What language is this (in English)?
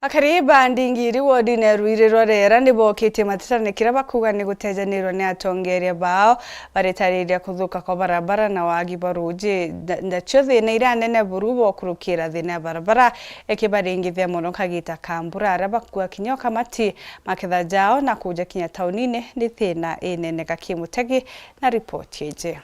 Meru